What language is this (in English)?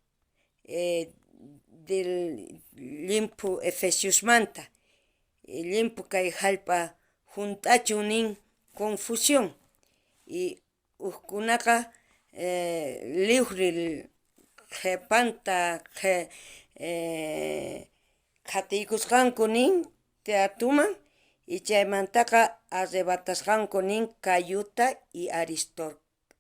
South Bolivian Quechua